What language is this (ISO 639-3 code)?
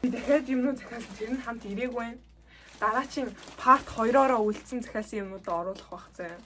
mon